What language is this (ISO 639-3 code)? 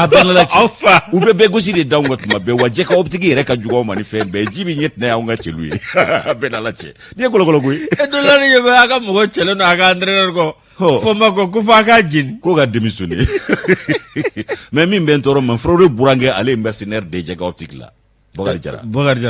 bam